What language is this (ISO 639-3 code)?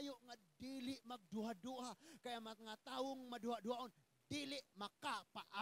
ceb